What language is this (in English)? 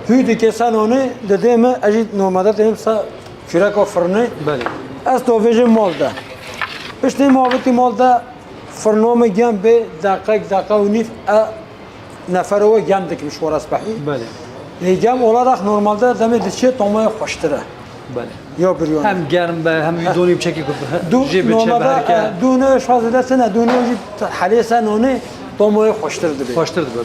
Kurdish